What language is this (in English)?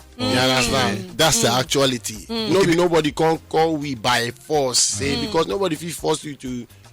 Nigerian Pidgin